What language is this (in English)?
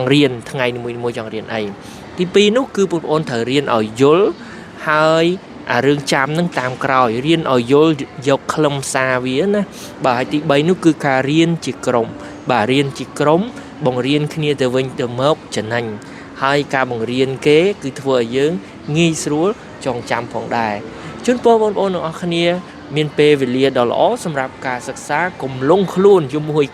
Khmer